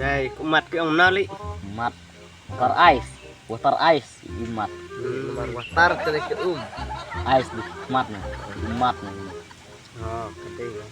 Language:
Khasi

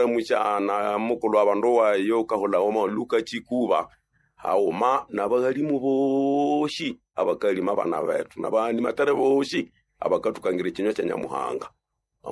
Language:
Nande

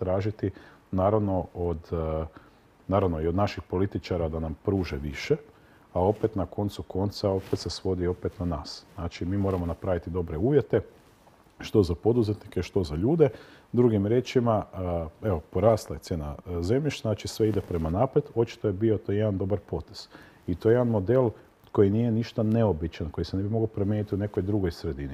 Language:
Croatian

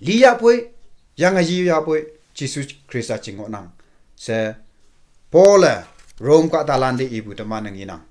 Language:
Konyak Naga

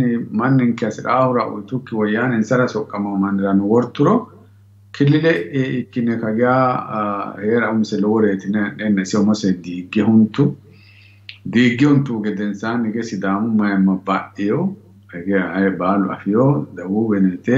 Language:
Sidamo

